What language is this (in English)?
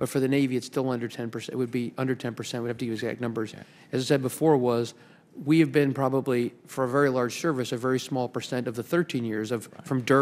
English